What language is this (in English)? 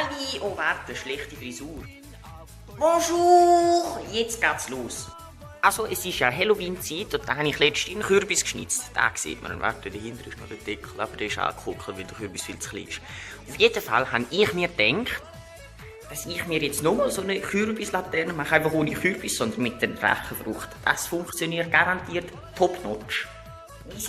Swiss German